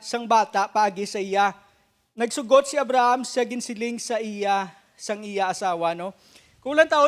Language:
Hiligaynon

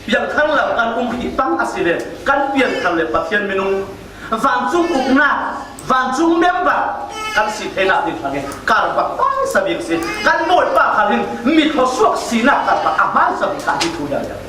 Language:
Falam Chin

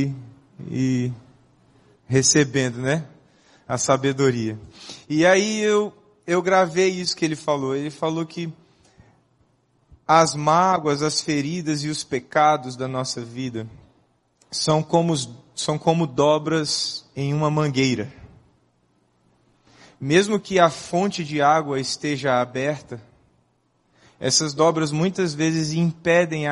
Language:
Portuguese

